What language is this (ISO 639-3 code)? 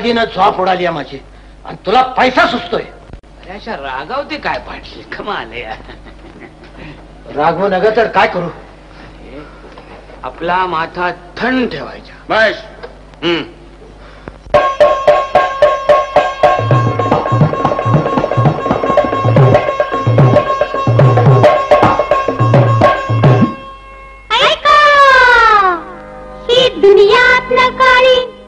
mar